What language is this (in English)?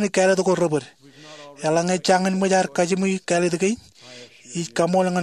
Marshallese